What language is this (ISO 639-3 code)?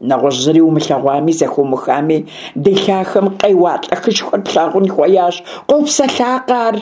kbd